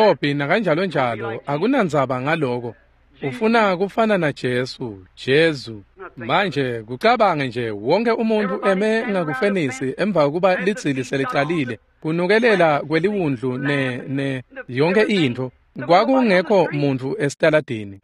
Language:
Swati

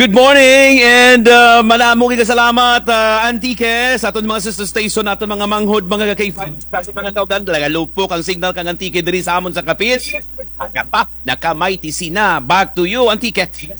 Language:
Kinaray-a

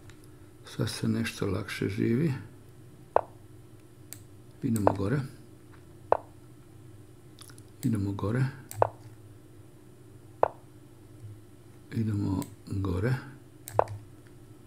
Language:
Croatian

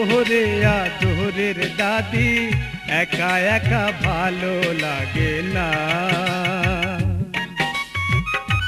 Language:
Bangla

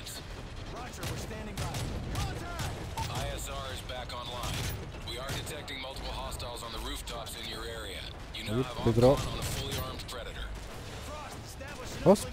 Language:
Swiss German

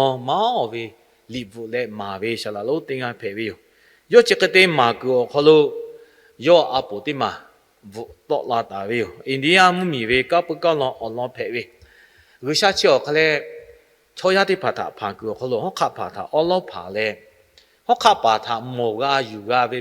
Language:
Lahu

